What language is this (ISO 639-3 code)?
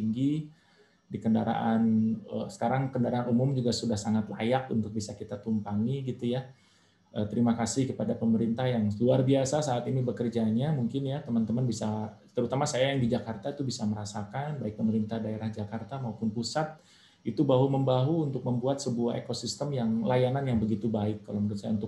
ind